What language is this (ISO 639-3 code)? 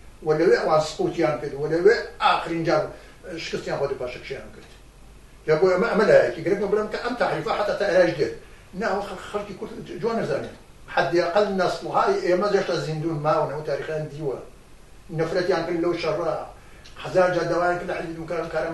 ckb